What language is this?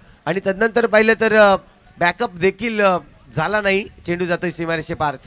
Marathi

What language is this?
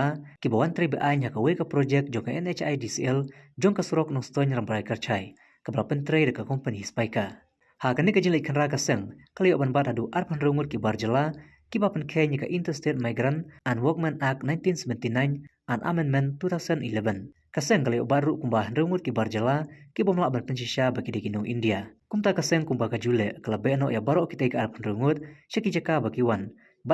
Khasi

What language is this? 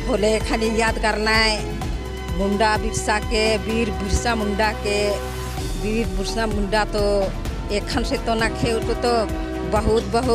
Sadri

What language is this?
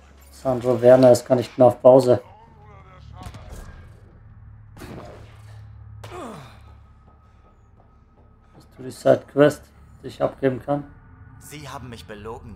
German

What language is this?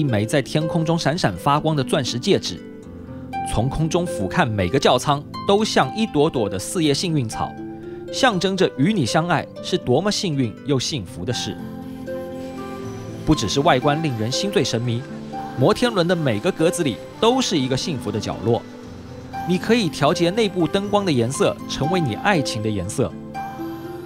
Chinese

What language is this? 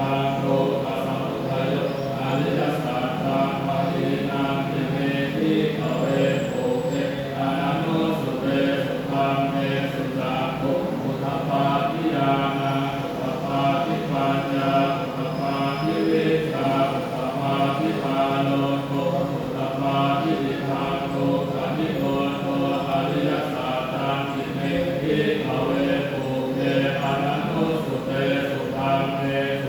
Pali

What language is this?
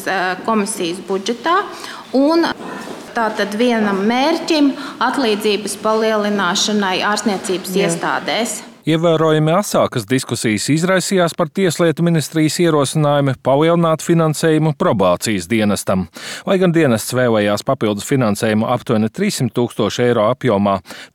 Latvian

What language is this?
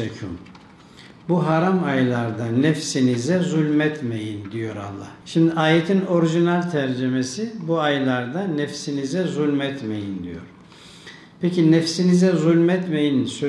Turkish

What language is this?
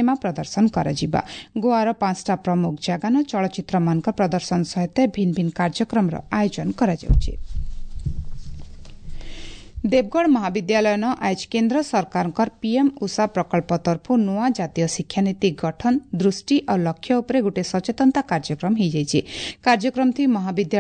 Odia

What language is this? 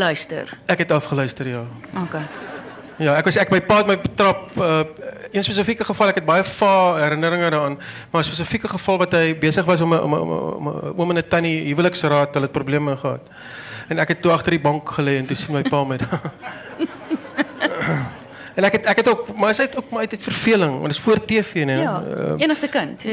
Afrikaans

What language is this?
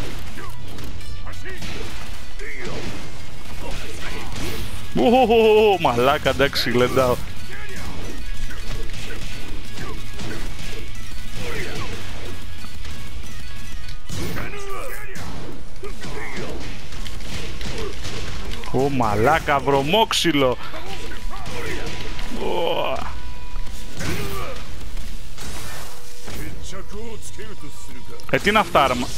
Greek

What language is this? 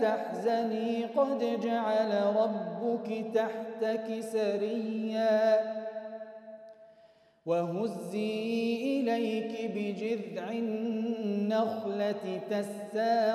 Arabic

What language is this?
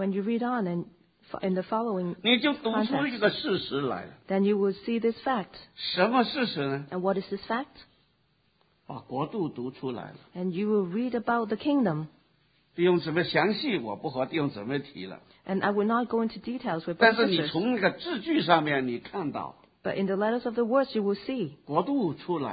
Chinese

